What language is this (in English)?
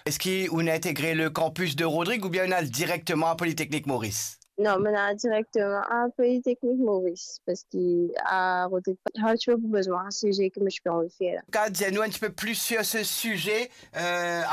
Morisyen